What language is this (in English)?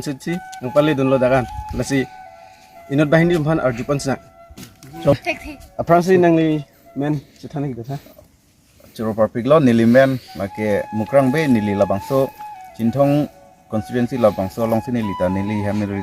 Karbi